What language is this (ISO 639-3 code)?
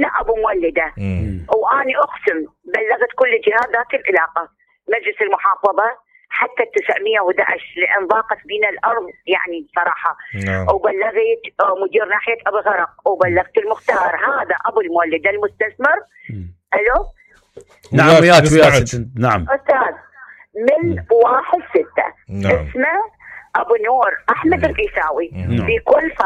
acm